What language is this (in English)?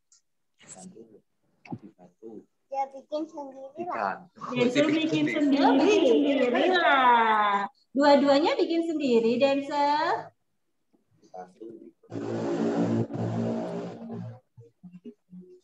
Indonesian